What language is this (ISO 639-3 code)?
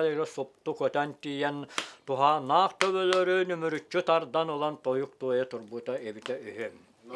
sah